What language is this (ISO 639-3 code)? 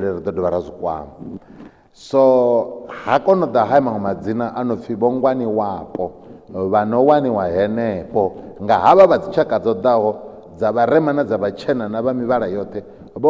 ven